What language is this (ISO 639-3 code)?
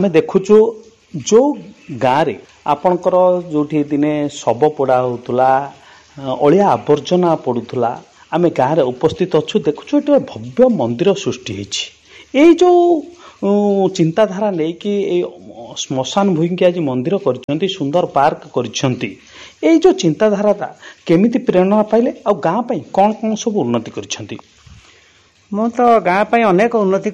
ori